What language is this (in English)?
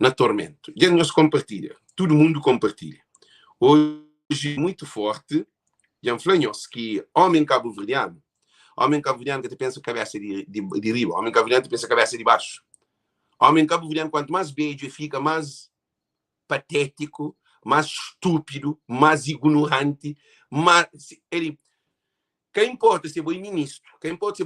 Kabuverdianu